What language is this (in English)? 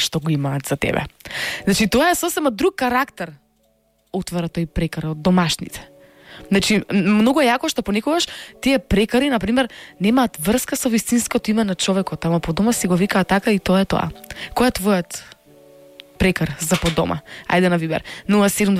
Macedonian